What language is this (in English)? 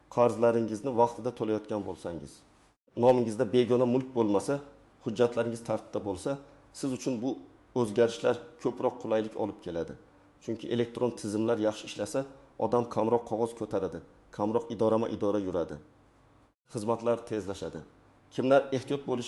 Uzbek